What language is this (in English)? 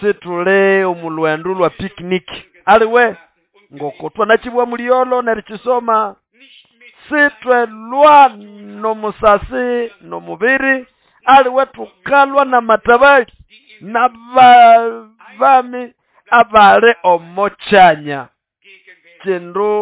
Nande